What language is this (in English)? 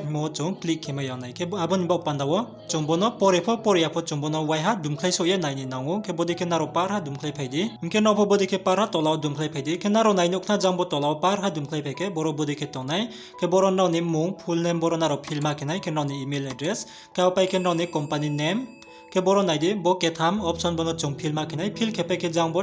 Riang (India)